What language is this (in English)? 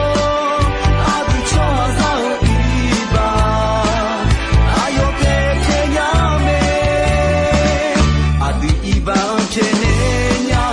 Akha